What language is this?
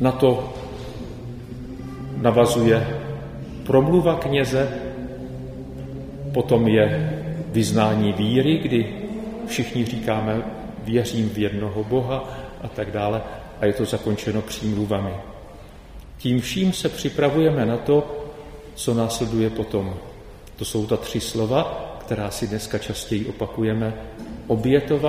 Czech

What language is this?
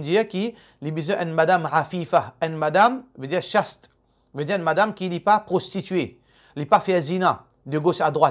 Morisyen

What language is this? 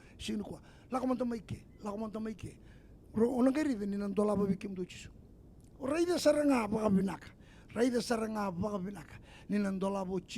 Fijian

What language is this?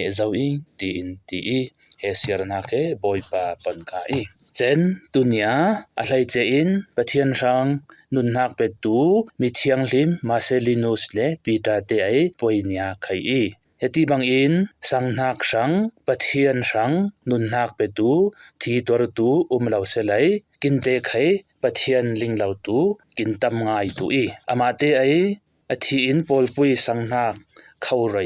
Falam Chin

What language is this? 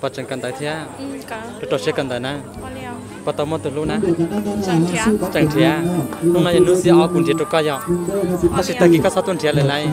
Hmong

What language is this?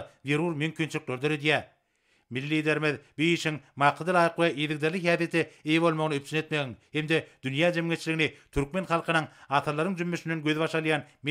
Turkmen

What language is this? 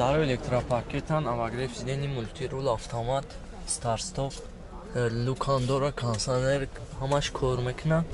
Tajik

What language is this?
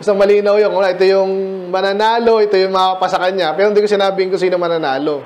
Filipino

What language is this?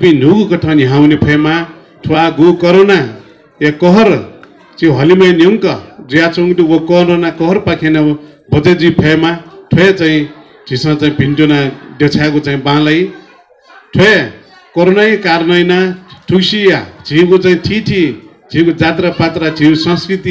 Newari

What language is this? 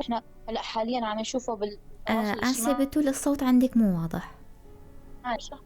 North Levantine Arabic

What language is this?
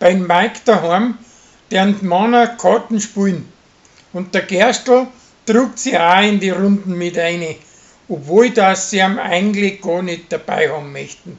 Bavarian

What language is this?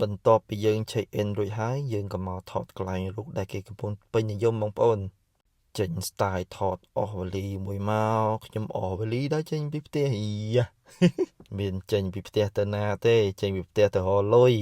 Khmer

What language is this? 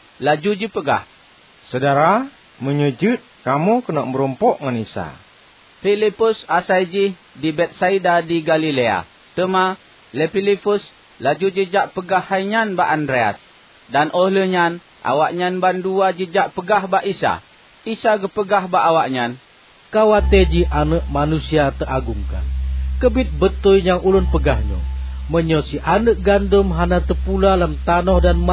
Achinese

